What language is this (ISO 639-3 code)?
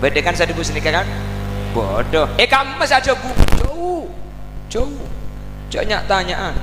mad